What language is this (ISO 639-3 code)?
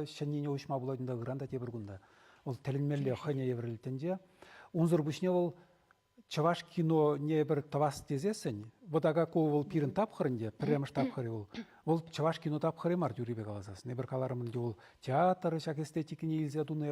chv